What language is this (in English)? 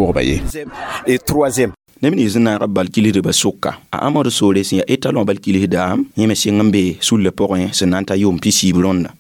Mossi